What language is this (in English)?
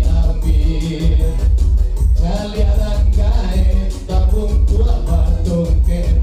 Minangkabau